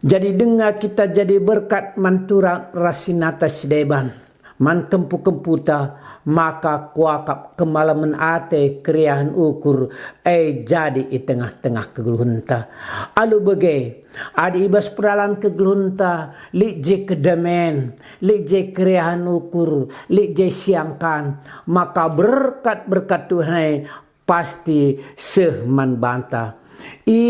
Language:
Batak Karo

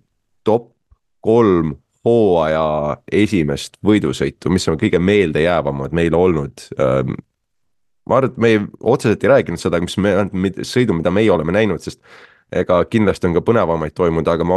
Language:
Estonian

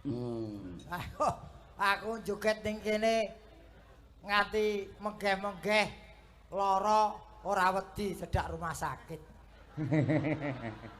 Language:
Javanese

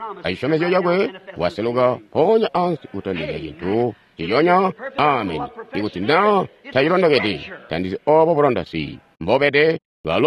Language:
Tonga (Zambia)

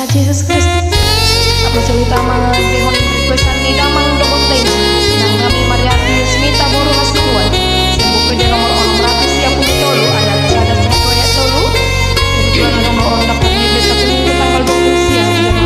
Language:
Batak Toba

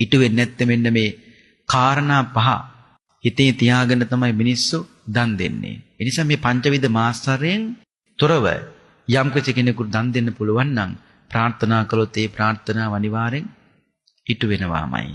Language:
Sinhala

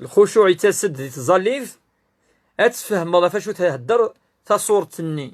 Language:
Kabyle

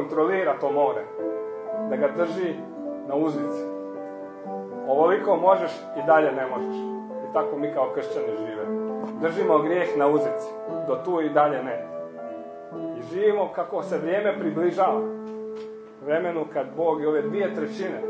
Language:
Croatian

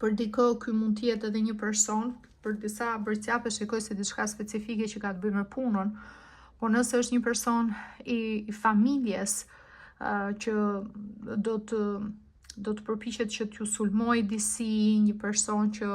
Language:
Albanian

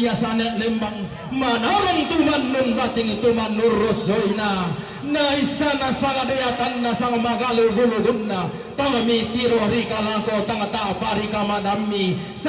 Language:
Toraja-Sa'dan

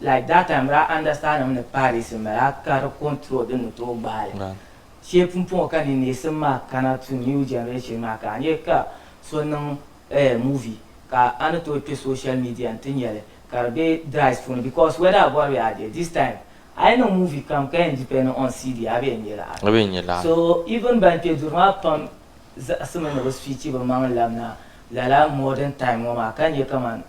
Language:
Dagbani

